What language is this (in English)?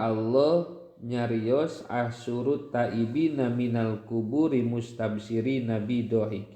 Sundanese